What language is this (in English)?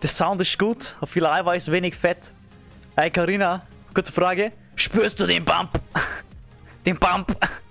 Bavarian